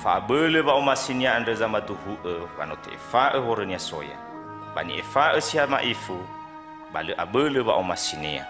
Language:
Nias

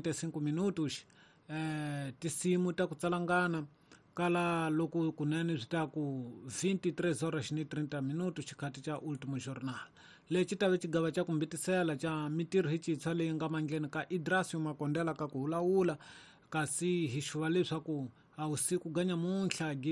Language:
Tsonga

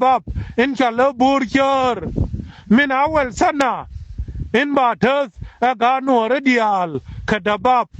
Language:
Nuer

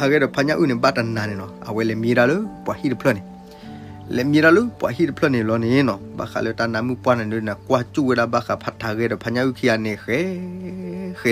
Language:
S'gaw Karen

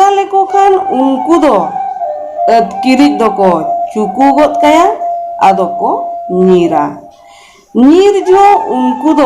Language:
Santali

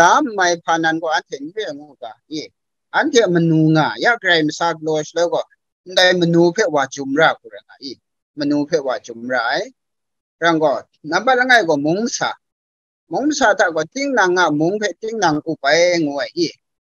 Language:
Kachin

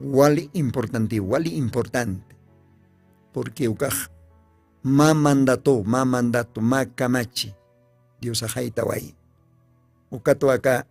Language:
Aymara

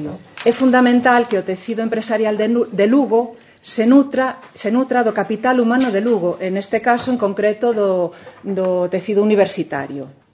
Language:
Galician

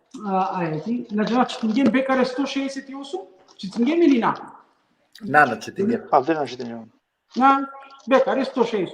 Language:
Balkan Romani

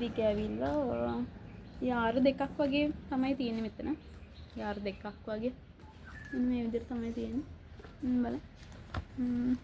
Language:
Sinhala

